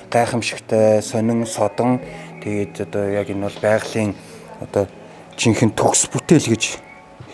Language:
Mongolian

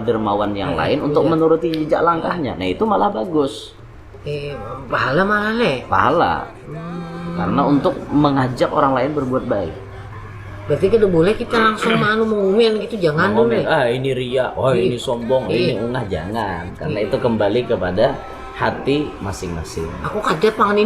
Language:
Banjar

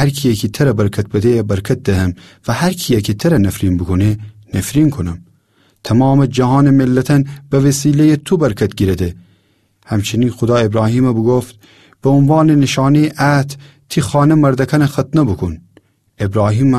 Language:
Gilaki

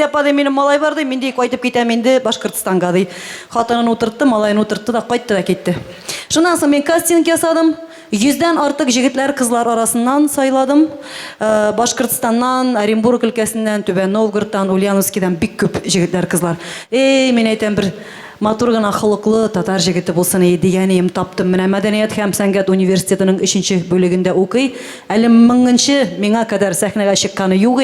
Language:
Tatar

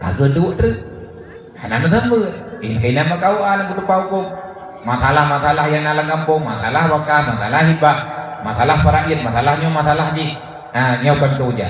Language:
Achinese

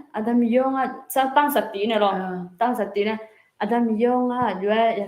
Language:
Akha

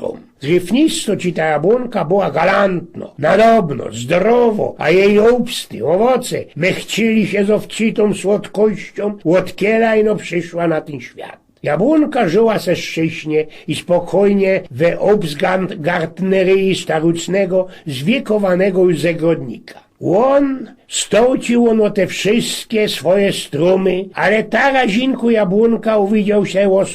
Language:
Silesian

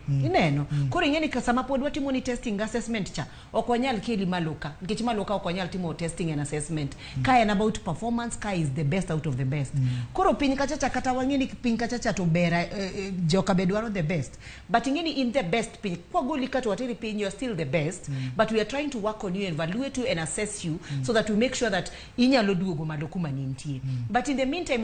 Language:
Luo (Kenya and Tanzania)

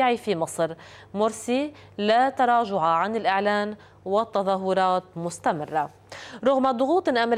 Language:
Arabic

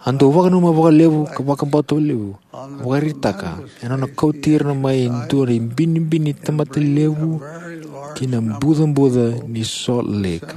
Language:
Fijian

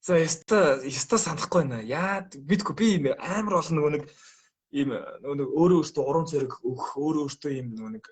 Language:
Mongolian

